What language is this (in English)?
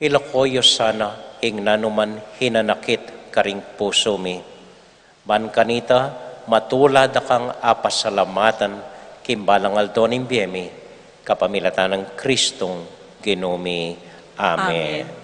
Pampanga